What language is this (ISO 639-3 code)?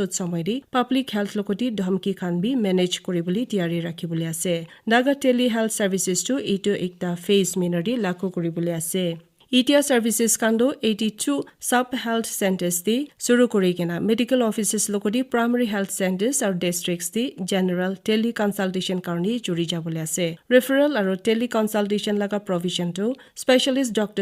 nag